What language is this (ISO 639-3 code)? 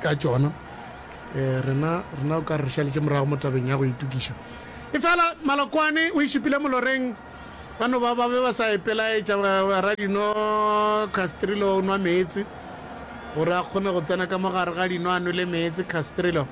nso